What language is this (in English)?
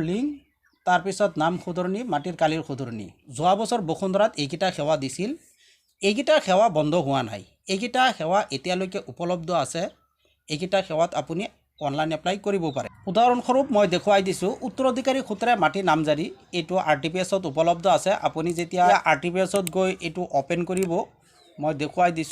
Assamese